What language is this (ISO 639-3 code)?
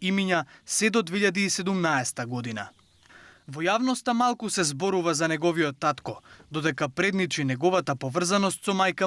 mkd